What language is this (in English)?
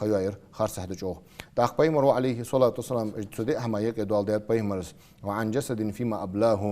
Ingush